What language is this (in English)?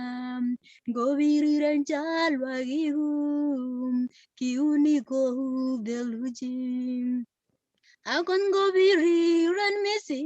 Kalenjin